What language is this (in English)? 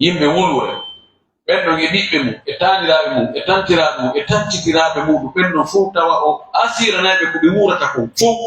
Fula